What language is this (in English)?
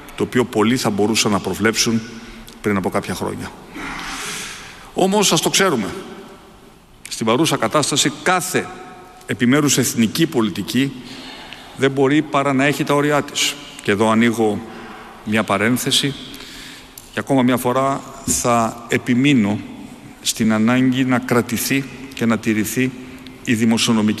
Greek